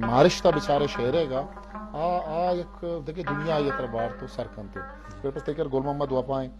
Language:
Eastern Balochi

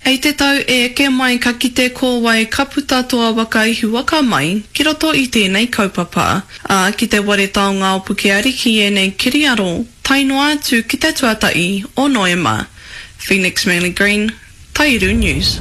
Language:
Māori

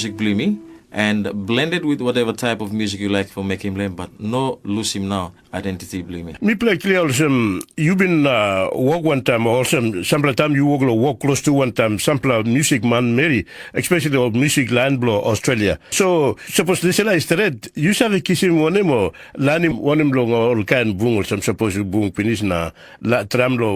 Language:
Tok Pisin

